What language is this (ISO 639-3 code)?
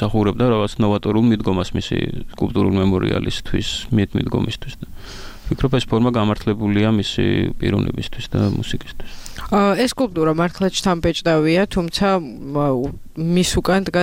kat